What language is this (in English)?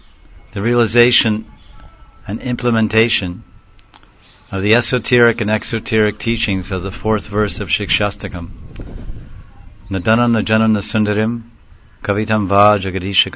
English